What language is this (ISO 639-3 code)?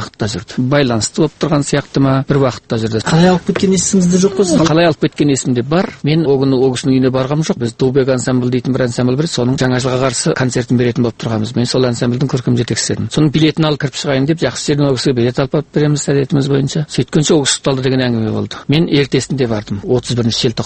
kaz